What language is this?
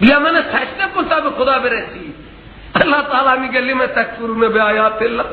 Persian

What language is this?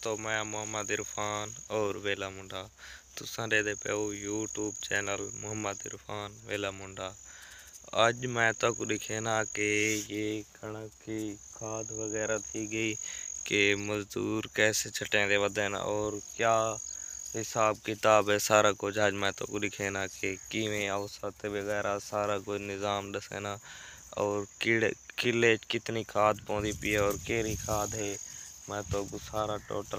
Saraiki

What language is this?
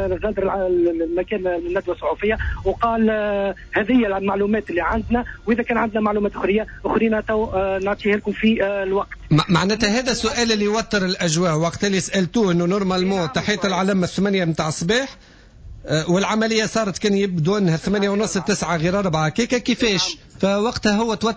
Tunisian Arabic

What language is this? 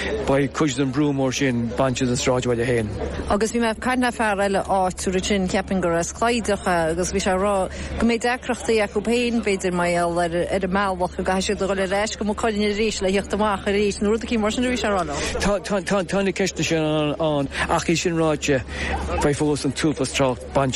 Irish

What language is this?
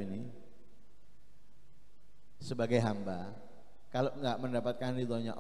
Indonesian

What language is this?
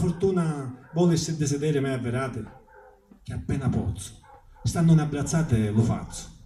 Sicilian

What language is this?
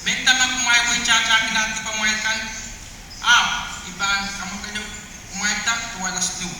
Pohnpeian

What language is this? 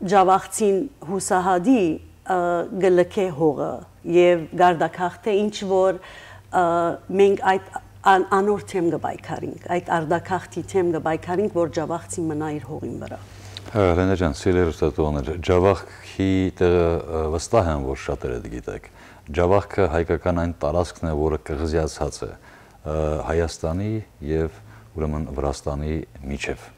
Western Armenian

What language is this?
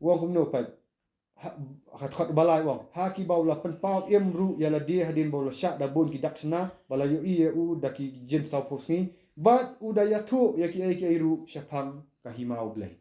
Khasi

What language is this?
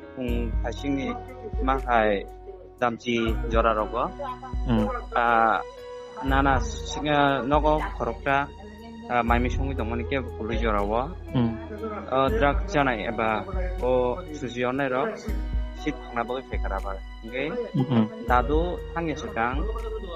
Kok Borok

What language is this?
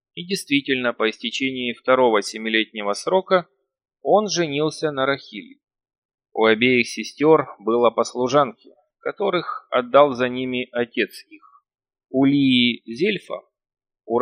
Russian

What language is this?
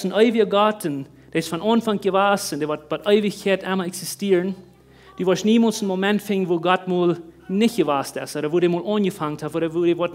Plautdietsch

